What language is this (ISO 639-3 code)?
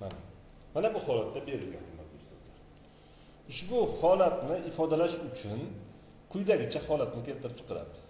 uzb